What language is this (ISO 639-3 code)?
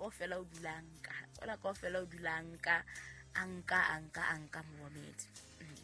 sot